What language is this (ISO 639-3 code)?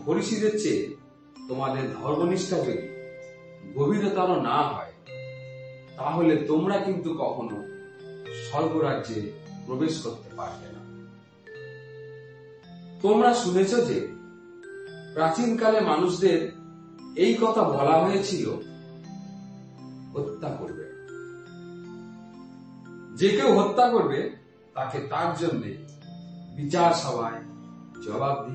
ben